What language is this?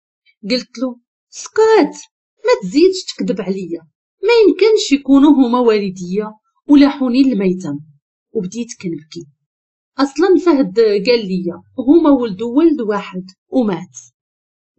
Moroccan Arabic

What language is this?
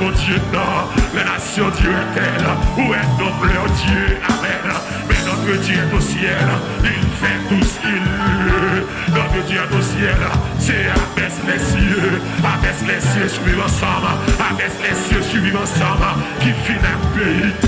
Haitian Creole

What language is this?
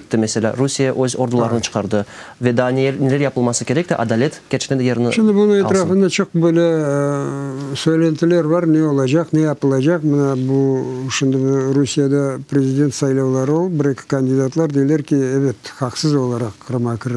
Crimean Tatar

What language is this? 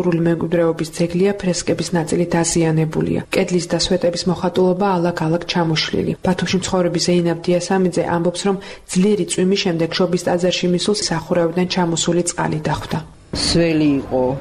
Georgian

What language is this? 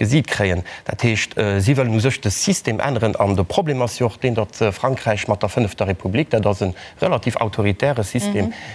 Luxembourgish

